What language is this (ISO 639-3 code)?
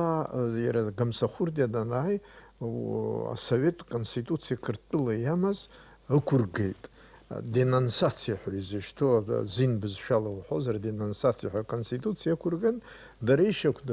abk